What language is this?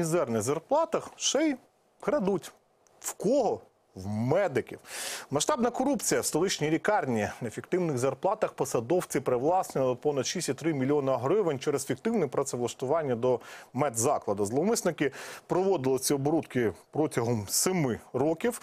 Ukrainian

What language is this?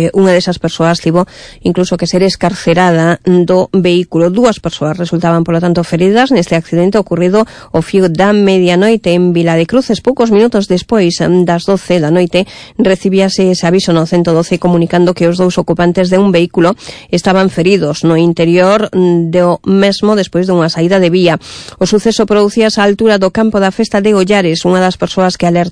Galician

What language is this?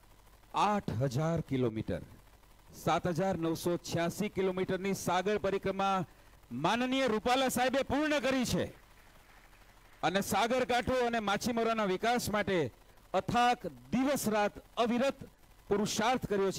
Gujarati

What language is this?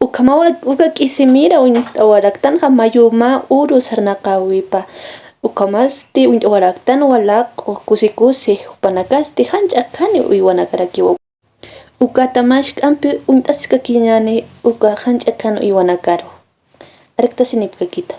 Aymara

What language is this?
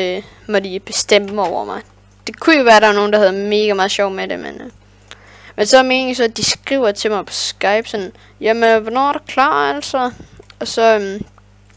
Danish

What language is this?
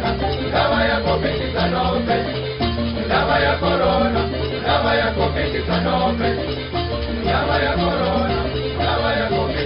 Chopi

